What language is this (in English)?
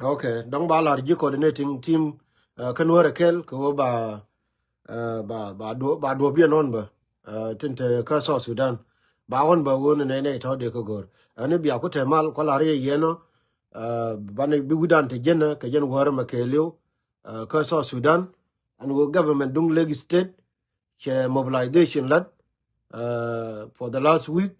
Nuer